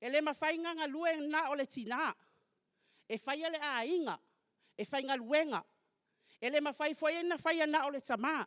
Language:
Samoan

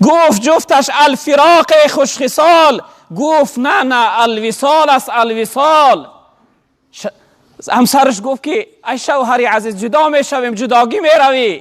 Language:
Tajik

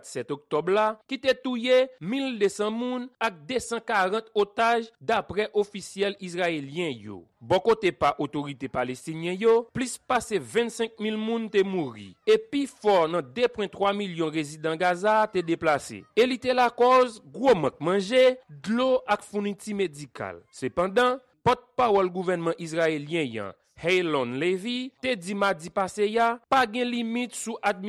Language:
Haitian Creole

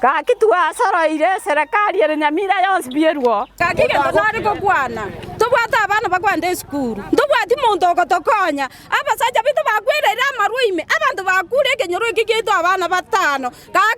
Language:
Gusii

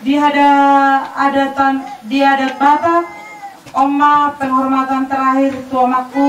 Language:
Batak Toba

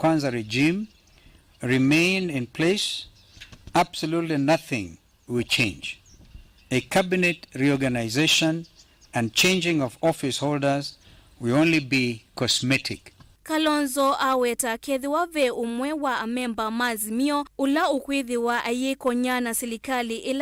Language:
Kamba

